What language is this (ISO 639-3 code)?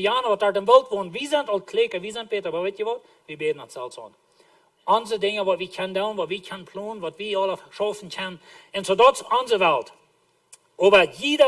pdt